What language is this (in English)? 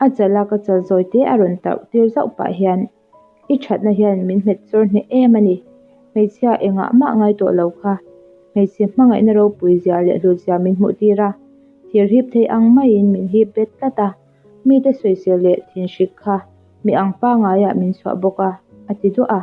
Mizo